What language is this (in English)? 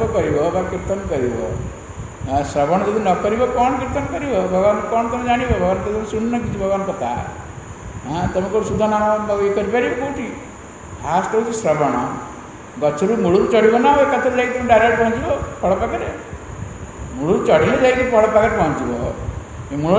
Odia